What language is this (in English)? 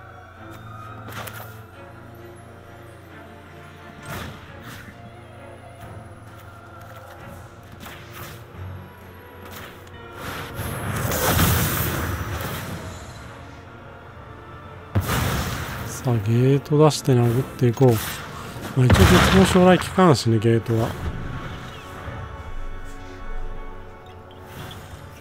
Japanese